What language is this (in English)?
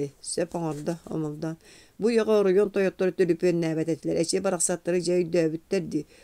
Yakut